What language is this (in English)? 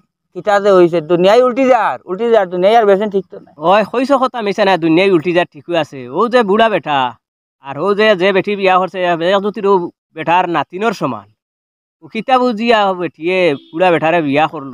Sylheti